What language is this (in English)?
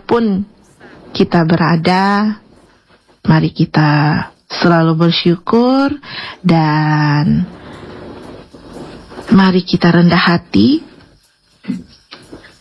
Indonesian